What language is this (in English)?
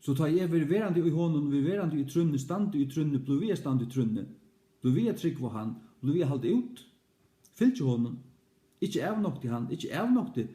Faroese